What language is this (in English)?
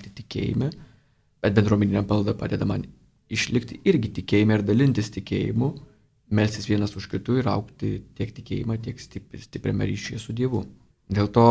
Lithuanian